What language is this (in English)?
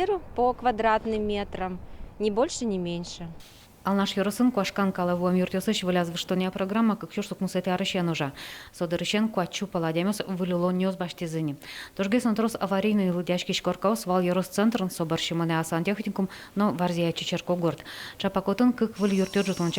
Udmurt